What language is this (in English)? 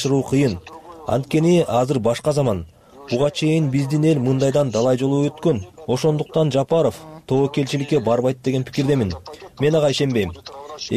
Kyrgyz